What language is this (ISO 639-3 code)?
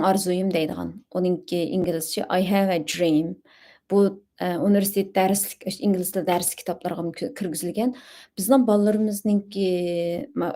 uig